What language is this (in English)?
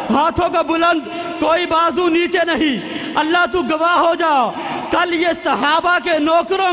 Western Panjabi